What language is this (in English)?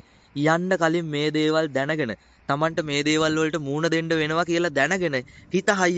Sinhala